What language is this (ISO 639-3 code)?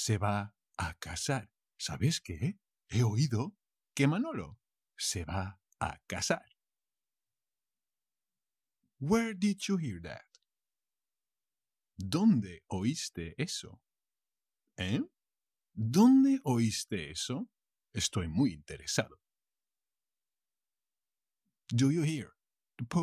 spa